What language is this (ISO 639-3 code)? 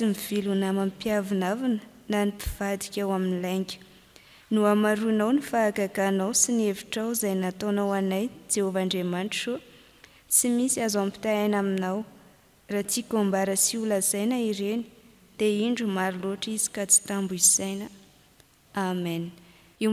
mlg